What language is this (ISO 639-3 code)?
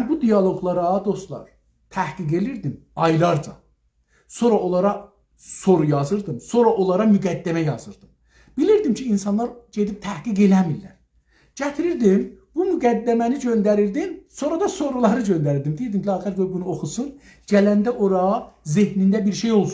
azb